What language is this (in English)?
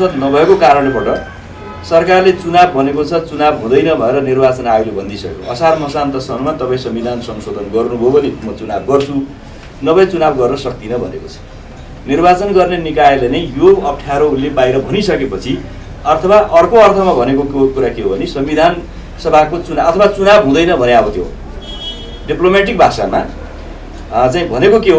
Nepali